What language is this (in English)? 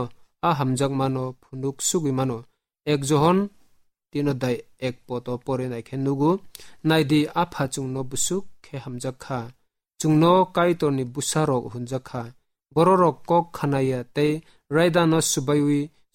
Kok Borok